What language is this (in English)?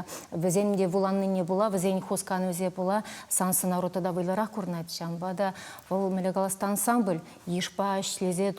Chuvash